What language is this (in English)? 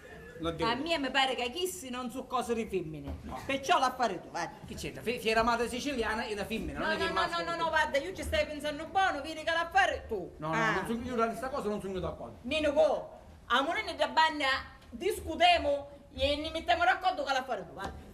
Sicilian